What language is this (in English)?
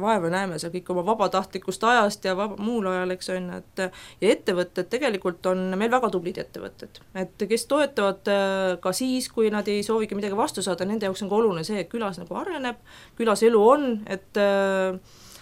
Estonian